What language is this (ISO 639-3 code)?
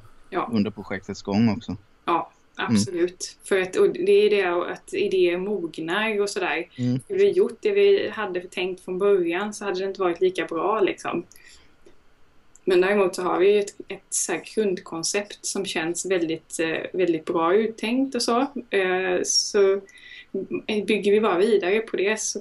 swe